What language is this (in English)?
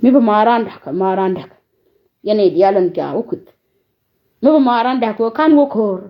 Nuer